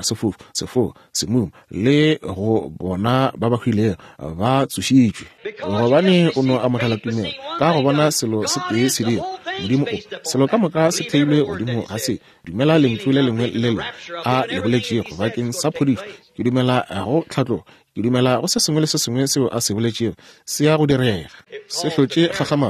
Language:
Northern Sotho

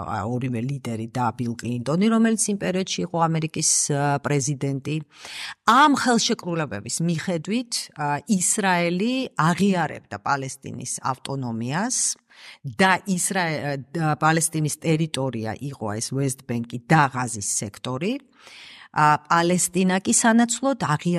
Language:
Georgian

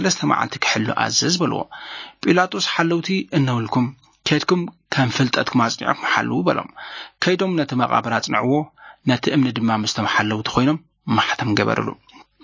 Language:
Tigrinya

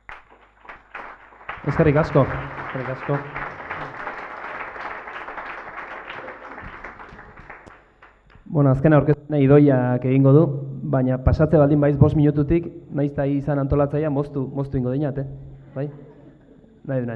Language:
Basque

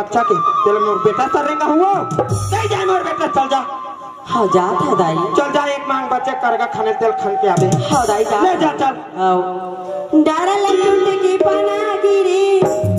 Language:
Chhattisgarhi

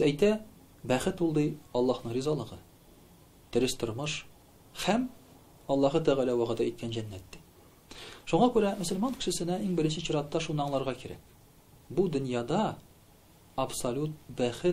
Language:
Tatar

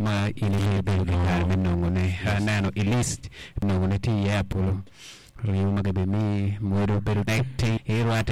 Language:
Acoli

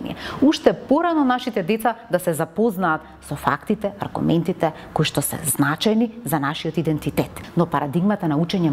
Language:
Macedonian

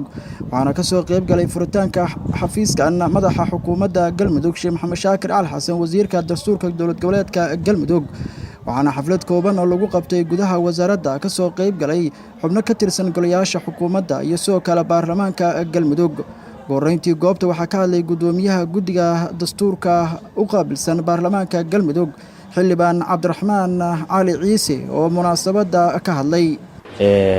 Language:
Somali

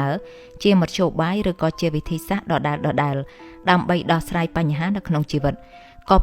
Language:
Khmer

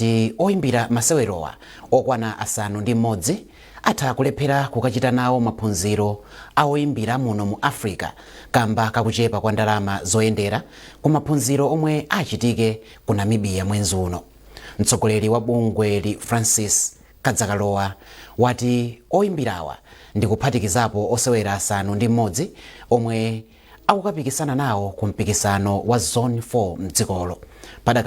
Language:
Nyanja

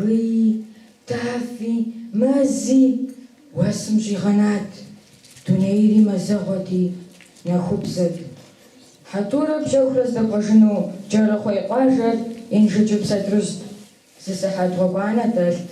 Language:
Kabardian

